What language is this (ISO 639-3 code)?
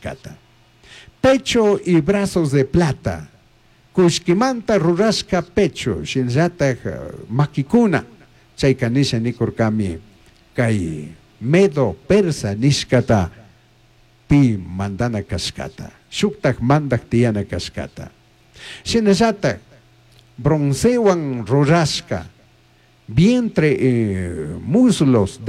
qug